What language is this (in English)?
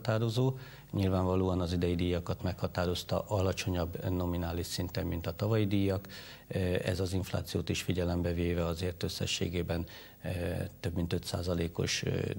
Hungarian